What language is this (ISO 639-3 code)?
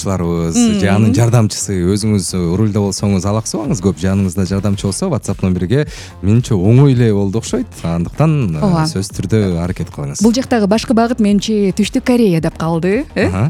kir